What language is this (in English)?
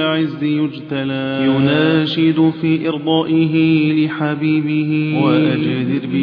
Arabic